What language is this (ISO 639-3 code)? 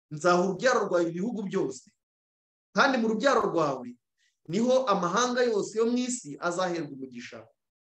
kin